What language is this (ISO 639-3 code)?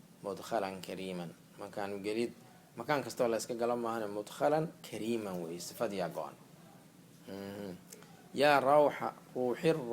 som